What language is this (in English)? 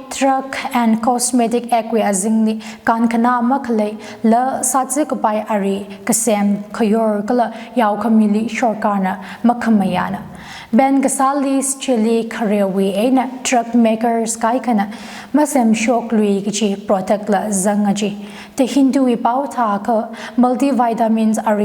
Tangkhul Naga (India)